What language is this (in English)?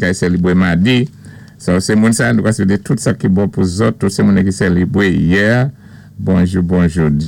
Saint Lucian Creole French